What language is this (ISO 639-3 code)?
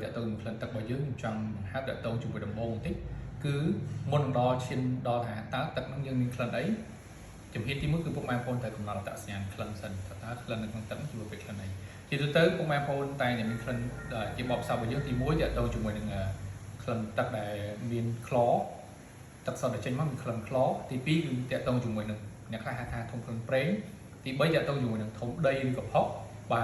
khm